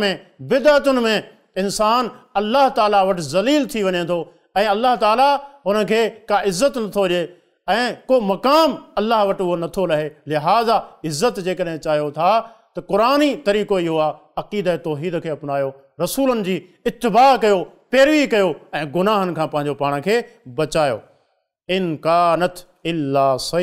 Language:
Sindhi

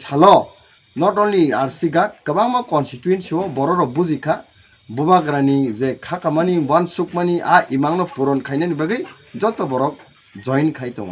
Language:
Kok Borok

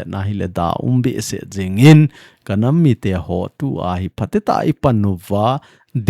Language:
Thado Chin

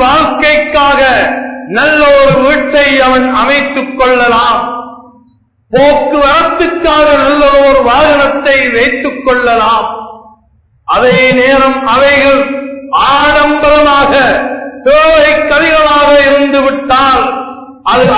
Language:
Tamil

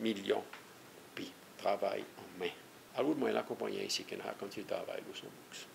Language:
Seselwa Creole French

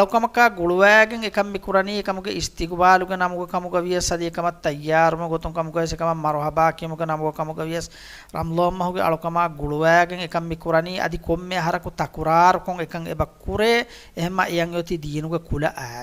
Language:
Divehi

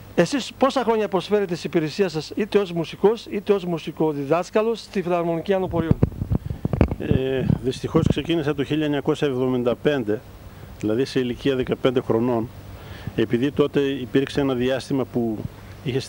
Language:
Greek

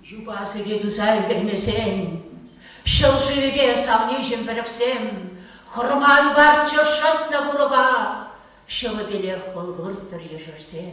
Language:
Chuvash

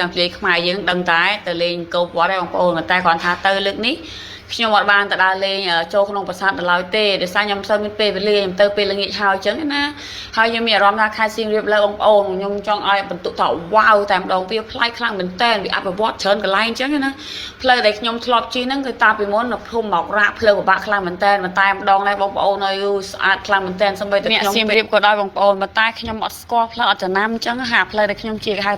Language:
Khmer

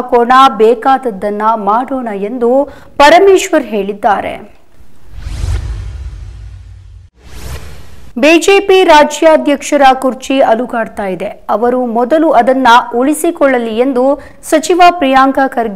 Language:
Kannada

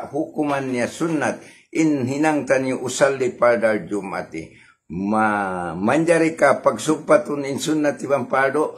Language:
Tausug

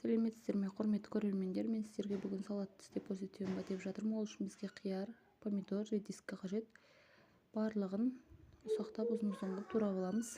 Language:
Kazakh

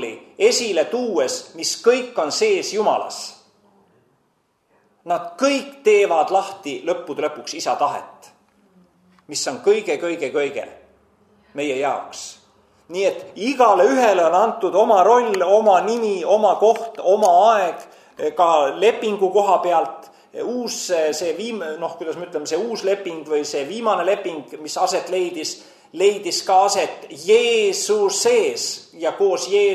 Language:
Estonian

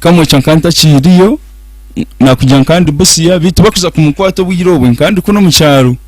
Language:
Nyankole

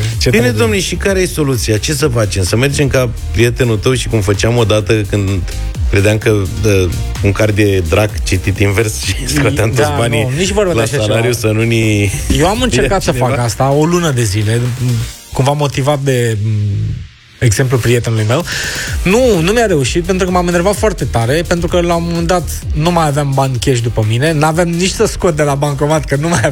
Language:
Romanian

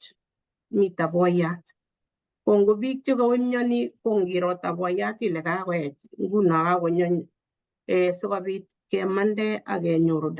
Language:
Kalenjin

